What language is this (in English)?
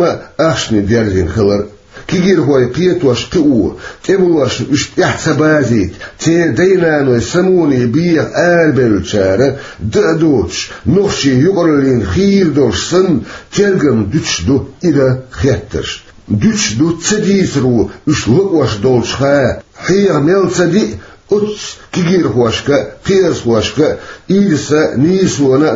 Chechen